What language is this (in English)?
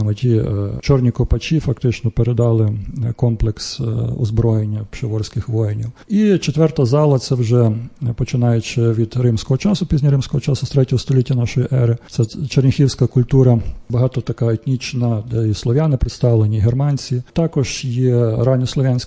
Ukrainian